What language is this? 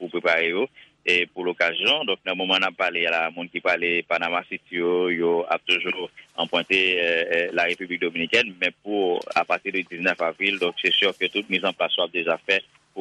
Haitian Creole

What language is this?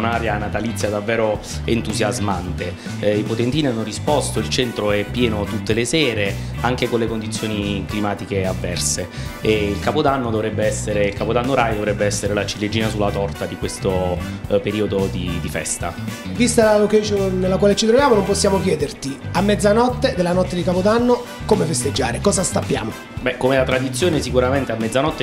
Italian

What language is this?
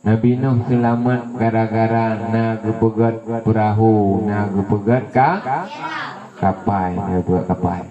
Achinese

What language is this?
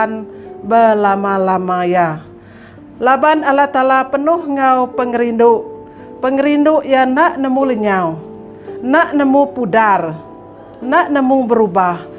Iban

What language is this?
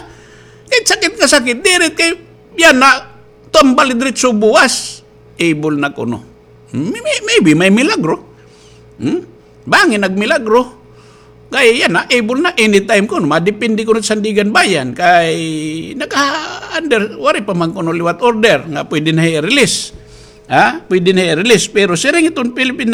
Waray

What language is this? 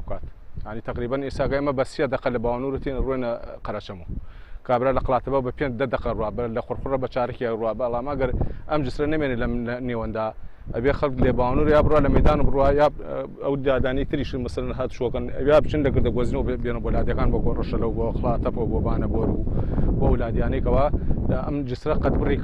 Central Kurdish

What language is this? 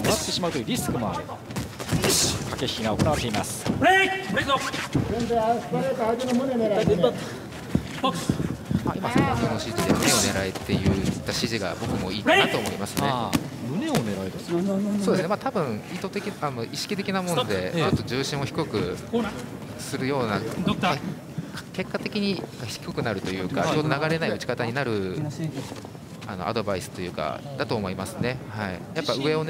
Japanese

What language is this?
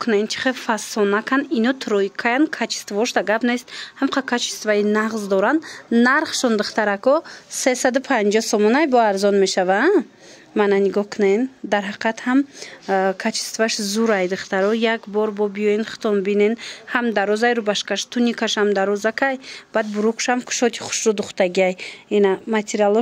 Tajik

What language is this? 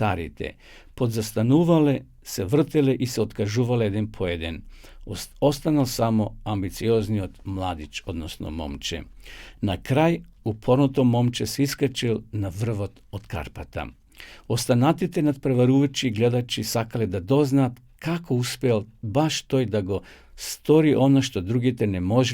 Macedonian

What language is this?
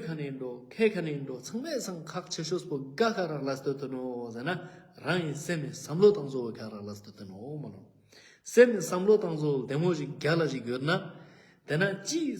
Ladakhi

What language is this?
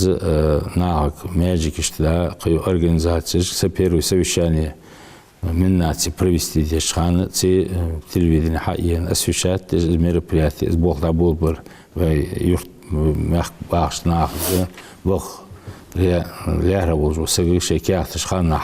Ingush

